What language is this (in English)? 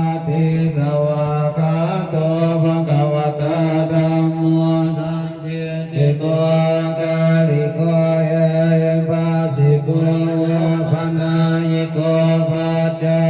Pali